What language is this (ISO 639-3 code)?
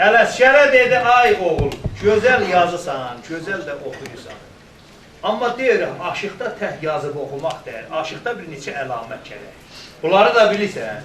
azb